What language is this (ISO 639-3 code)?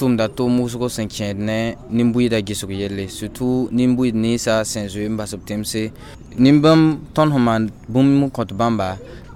mos